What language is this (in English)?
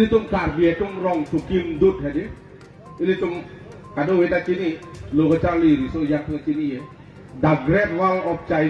Karbi